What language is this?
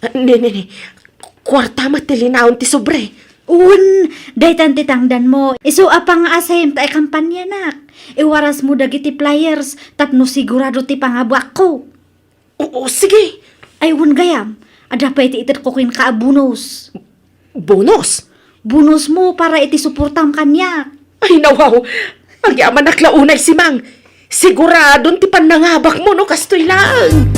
Iloko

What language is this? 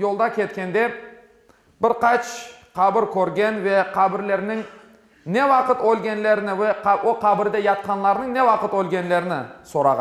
Crimean Tatar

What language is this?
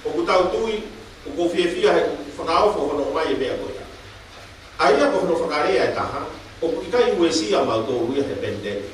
Tongan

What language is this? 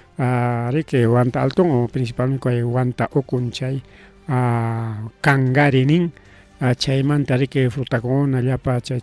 Ayacucho Quechua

